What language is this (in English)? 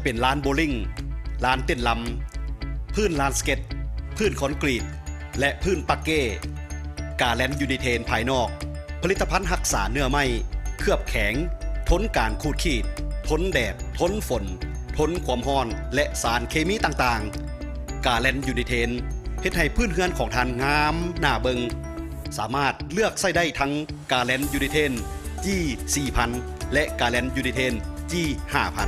Lao